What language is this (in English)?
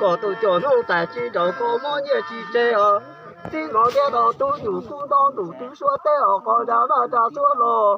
Hmong